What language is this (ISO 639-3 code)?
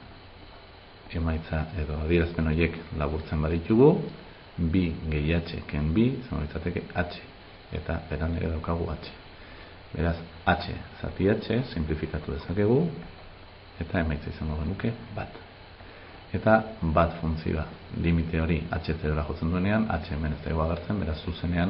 eus